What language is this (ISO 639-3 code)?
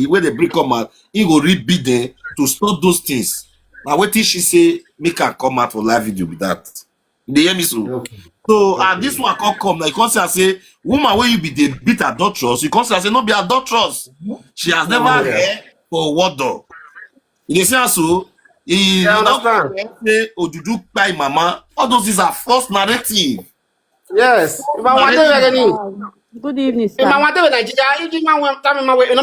pcm